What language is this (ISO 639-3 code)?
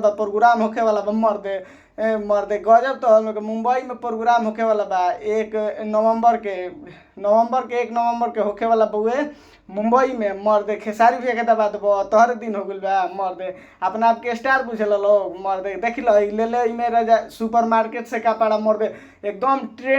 bho